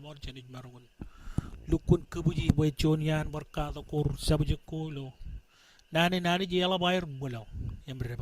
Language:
Marshallese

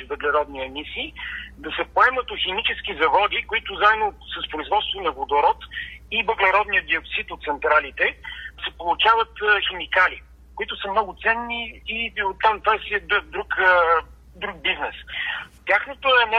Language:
Bulgarian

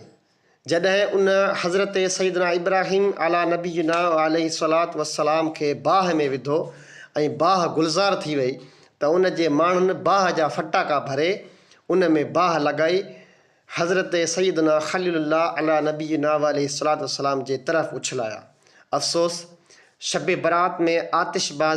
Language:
Sindhi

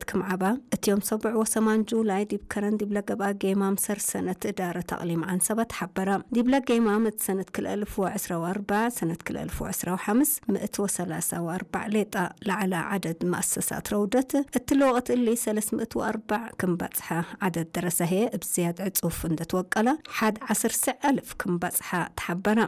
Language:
Tigre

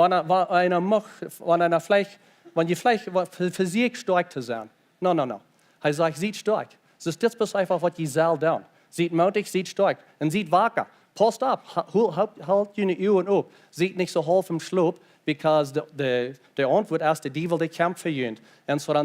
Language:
Plautdietsch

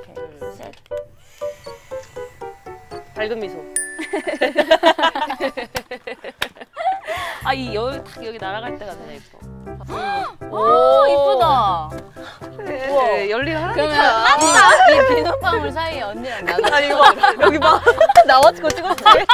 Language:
Korean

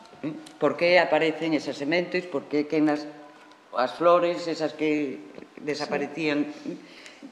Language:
Galician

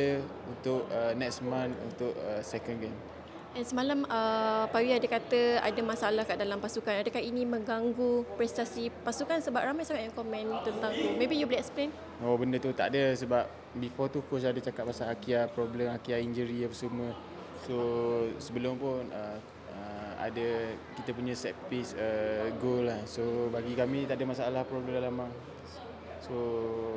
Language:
Malay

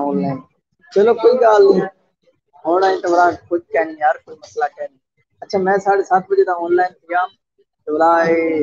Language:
Saraiki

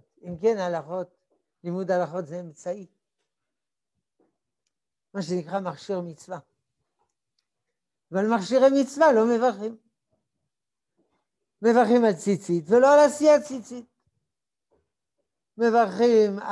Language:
Hebrew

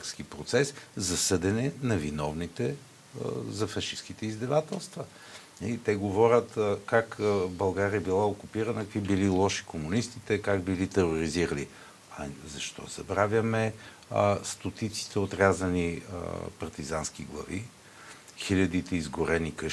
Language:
Bulgarian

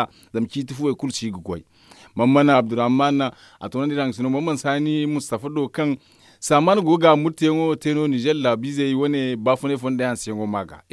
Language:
Zarma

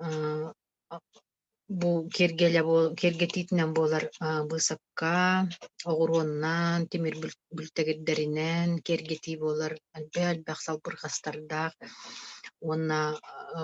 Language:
Yakut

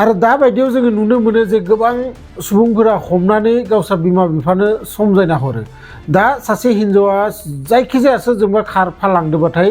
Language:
Bodo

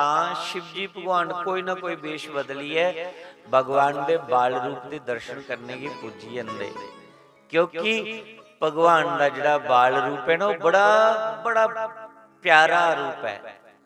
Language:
Dogri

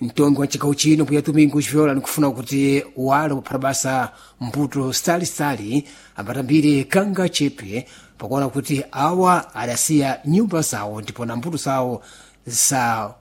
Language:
Sena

